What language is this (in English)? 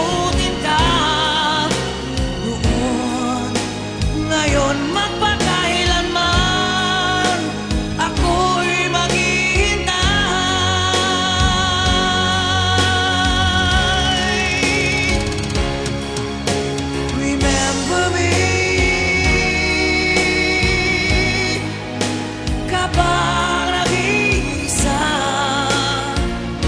Filipino